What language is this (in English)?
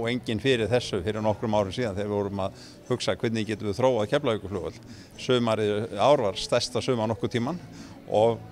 Icelandic